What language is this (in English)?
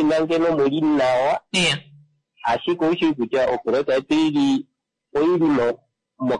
Kuanyama